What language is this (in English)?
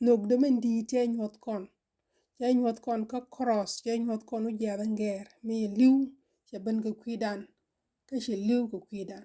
Nuer